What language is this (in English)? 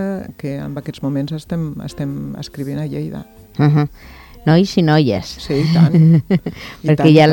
Catalan